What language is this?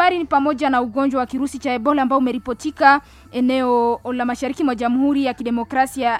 Swahili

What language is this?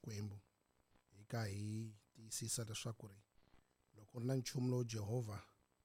Tsonga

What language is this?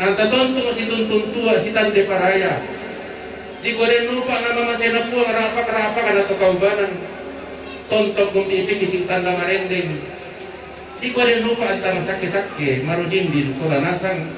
Toraja-Sa'dan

